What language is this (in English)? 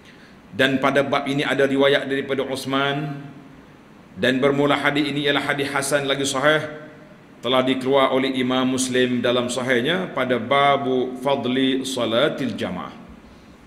Malay